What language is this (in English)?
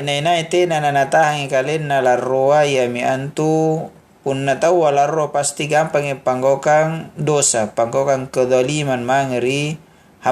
Makasar